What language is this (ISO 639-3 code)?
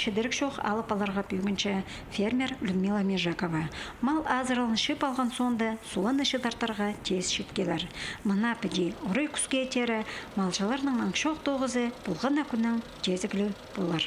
kjh